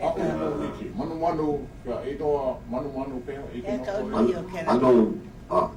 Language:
Hawaiian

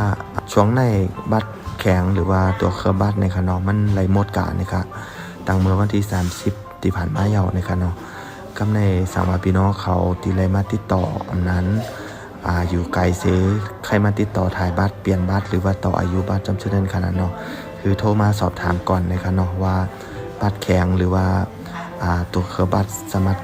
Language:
Shan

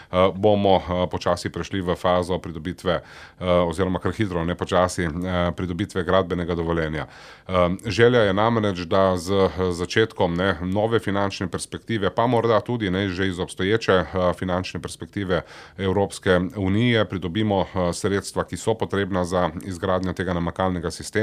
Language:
Slovenian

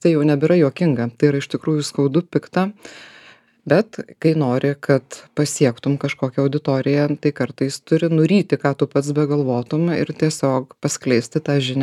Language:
Lithuanian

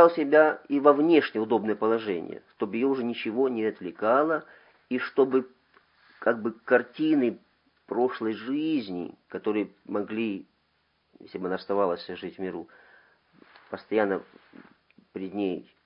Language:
Russian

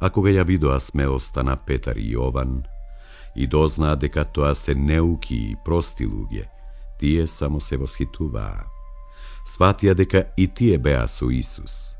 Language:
Macedonian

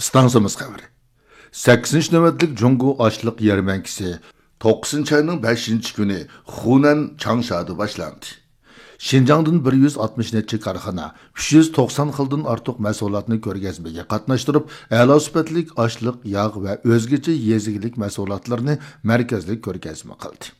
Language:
Uyghur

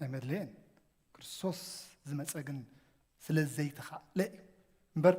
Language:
Tigrinya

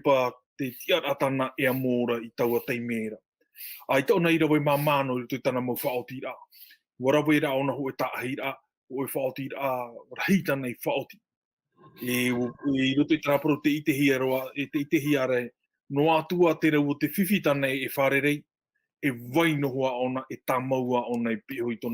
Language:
Tahitian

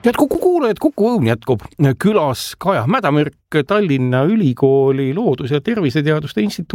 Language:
Estonian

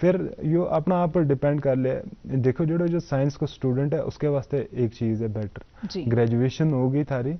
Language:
Gujari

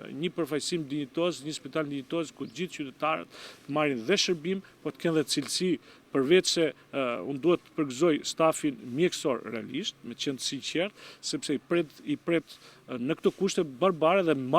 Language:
Albanian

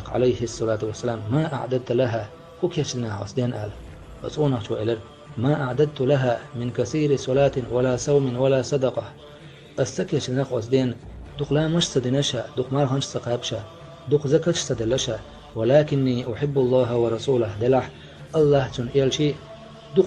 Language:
Chechen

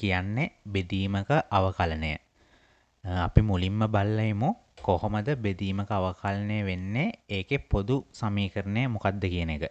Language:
Sinhala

